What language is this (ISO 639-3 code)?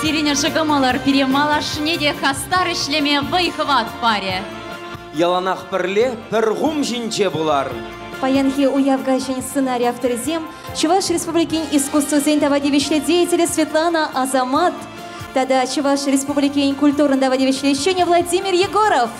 chv